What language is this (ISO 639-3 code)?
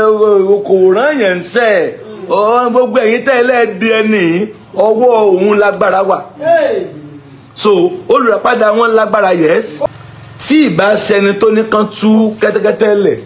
yor